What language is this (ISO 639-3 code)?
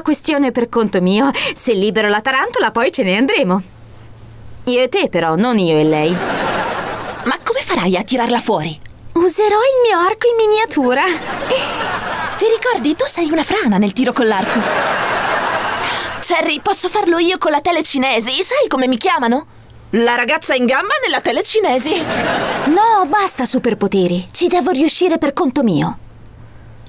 ita